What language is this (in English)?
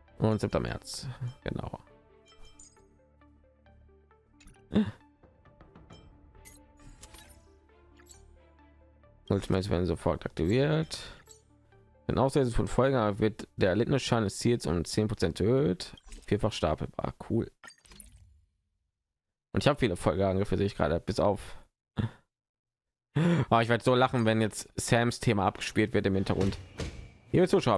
German